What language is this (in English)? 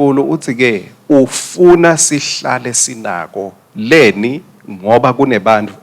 Swati